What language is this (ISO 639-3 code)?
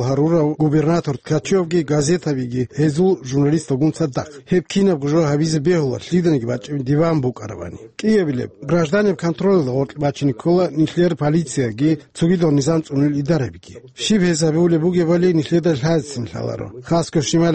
ava